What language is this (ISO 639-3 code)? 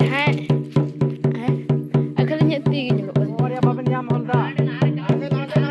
sat